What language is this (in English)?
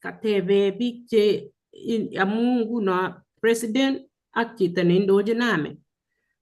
Kalenjin